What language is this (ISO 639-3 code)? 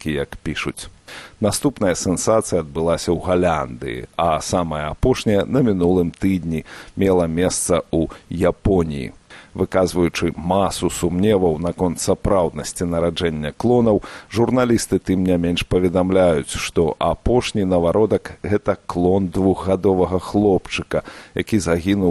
bel